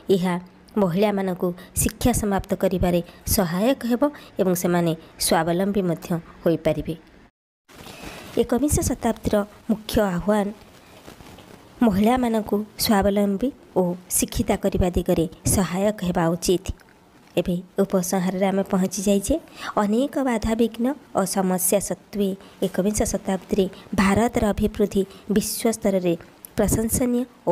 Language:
Odia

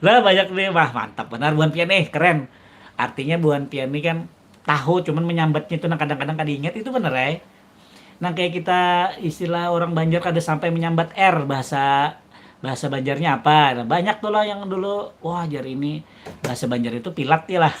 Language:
Banjar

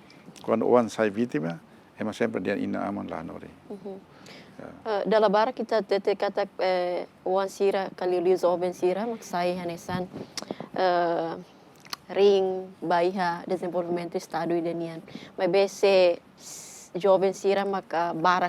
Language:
Tetum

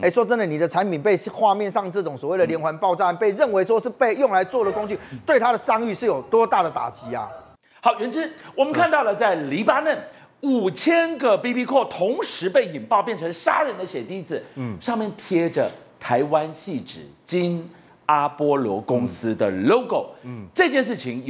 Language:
Chinese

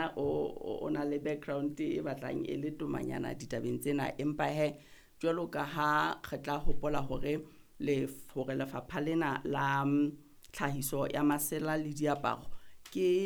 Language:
Southern Sotho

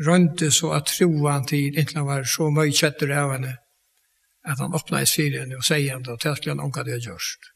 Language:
Faroese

